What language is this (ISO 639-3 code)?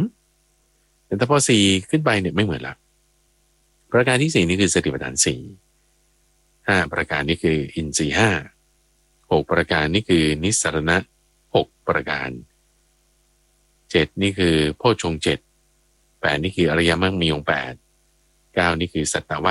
tha